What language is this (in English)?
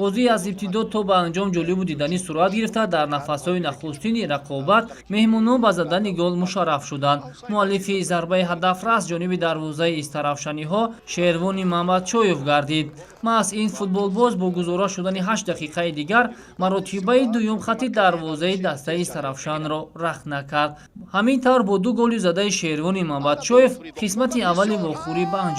Tajik